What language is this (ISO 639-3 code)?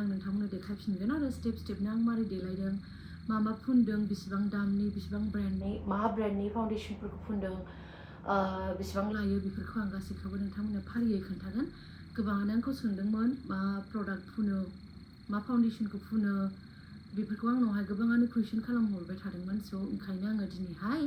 brx